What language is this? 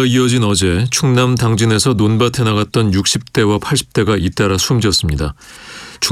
Korean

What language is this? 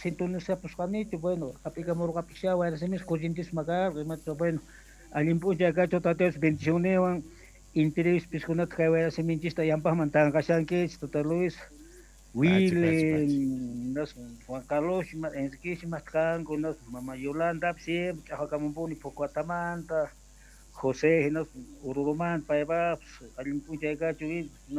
South Bolivian Quechua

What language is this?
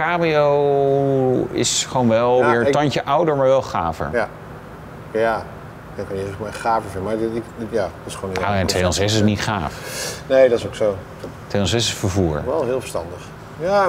Dutch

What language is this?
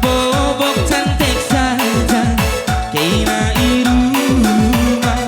Batak Karo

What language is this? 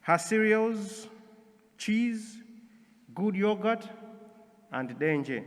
English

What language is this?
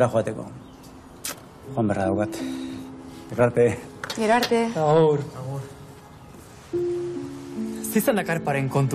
Basque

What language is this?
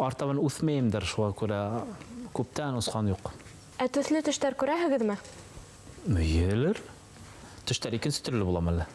Bashkir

